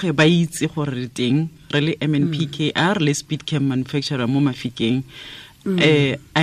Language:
Tswana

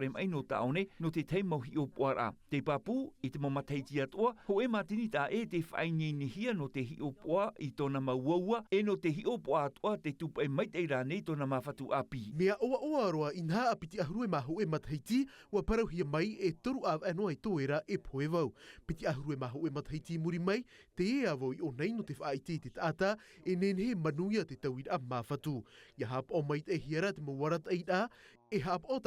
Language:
Tahitian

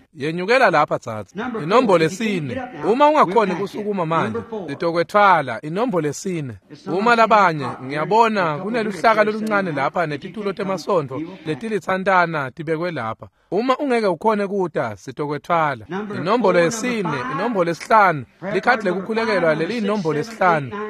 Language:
Swati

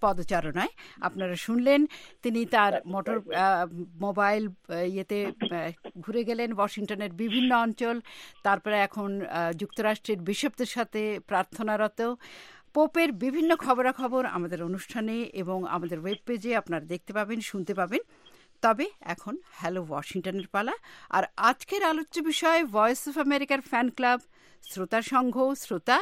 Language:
Bangla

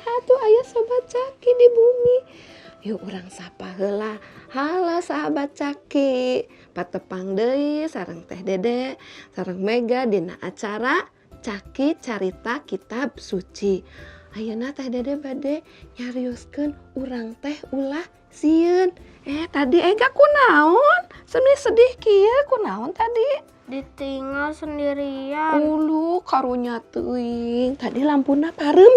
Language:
Sundanese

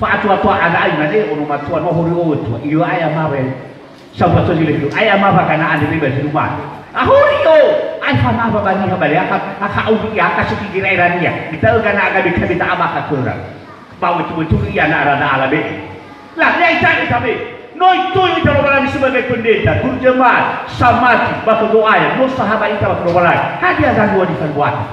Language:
Nias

